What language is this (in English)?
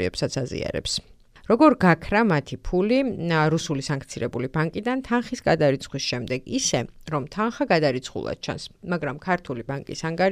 Georgian